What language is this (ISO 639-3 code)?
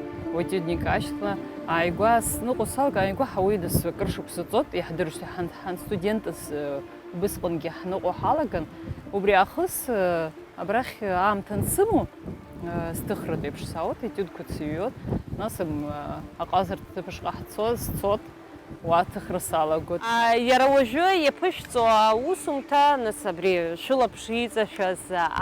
abk